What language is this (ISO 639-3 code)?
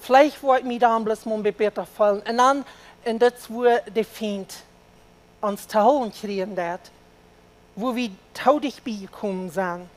pdt